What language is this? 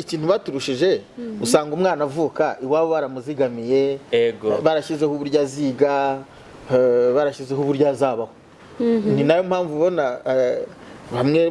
Kinyarwanda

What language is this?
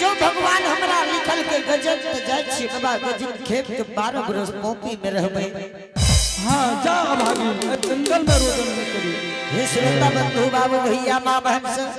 Angika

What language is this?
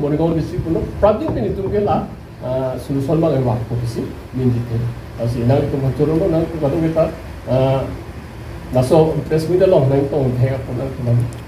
Karbi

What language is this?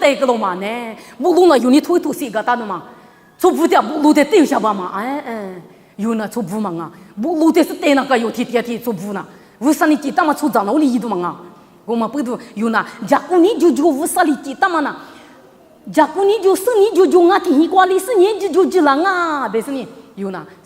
Lisu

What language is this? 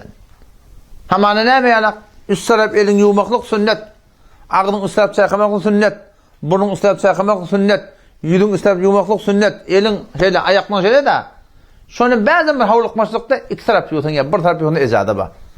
Turkmen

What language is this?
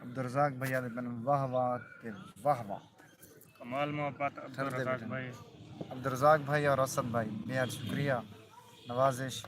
Saraiki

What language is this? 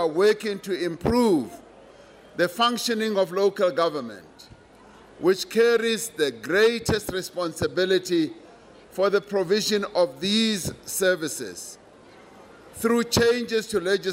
English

